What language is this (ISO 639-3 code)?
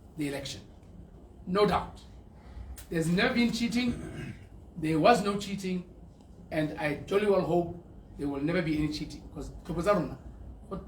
tsn